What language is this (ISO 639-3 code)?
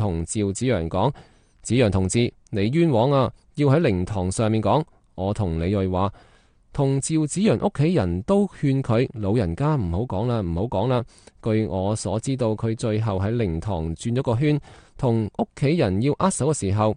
yue